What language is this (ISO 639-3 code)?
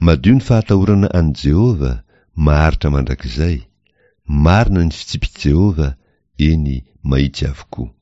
mlg